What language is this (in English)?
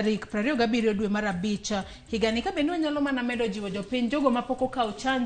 Luo (Kenya and Tanzania)